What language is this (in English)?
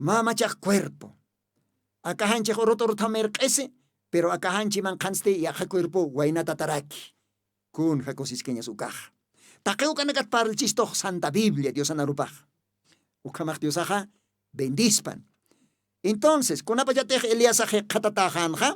Aymara